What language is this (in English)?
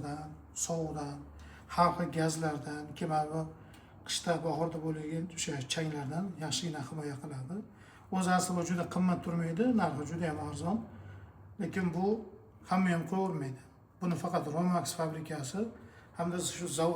Uzbek